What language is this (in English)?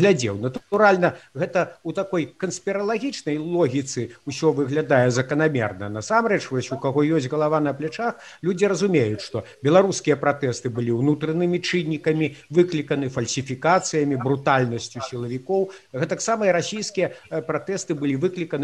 Belarusian